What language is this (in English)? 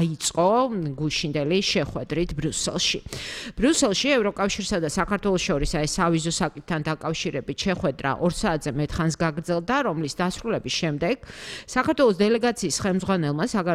Georgian